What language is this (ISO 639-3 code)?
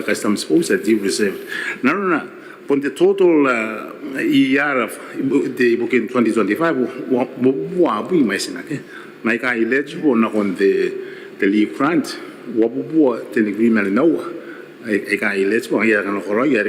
gil